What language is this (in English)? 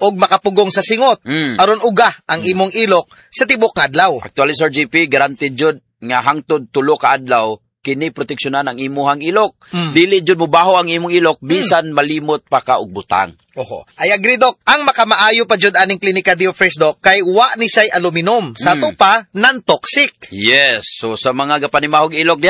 Cebuano